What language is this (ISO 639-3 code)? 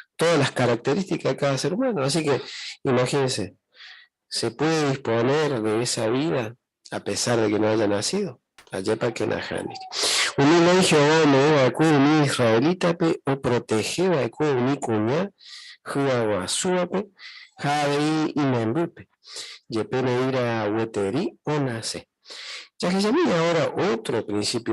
grn